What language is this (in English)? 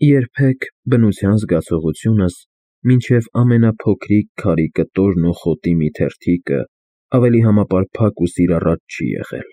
Armenian